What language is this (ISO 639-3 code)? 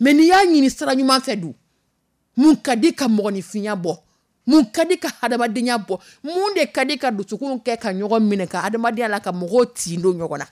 dyu